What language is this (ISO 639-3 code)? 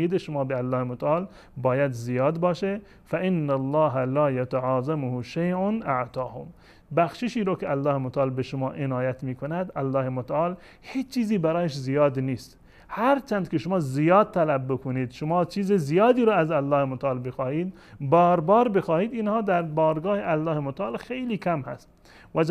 fas